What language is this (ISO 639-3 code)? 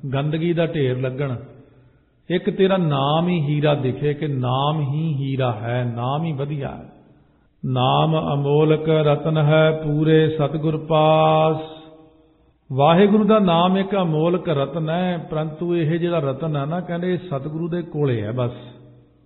pan